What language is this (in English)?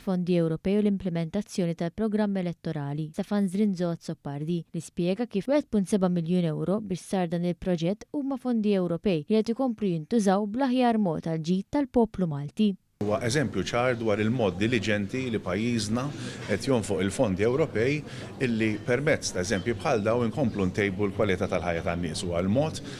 Maltese